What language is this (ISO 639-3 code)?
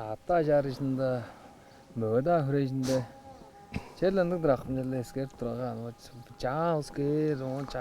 tyv